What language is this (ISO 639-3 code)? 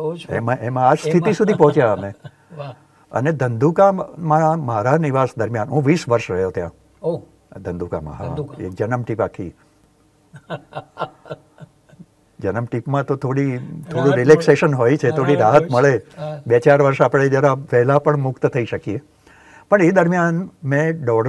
guj